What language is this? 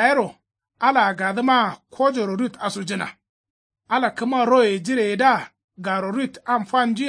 Kanuri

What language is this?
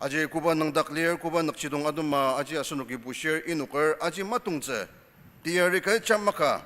Ao Naga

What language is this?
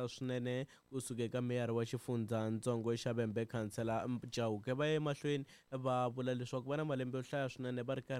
Tsonga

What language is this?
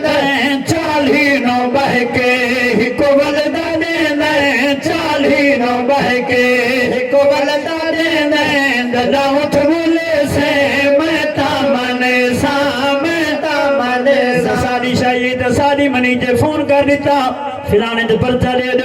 Saraiki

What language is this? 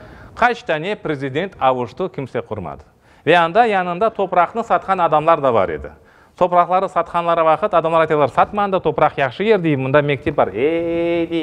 Crimean Tatar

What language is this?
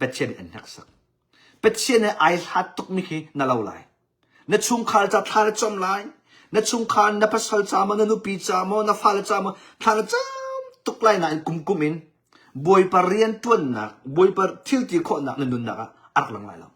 Hakha Chin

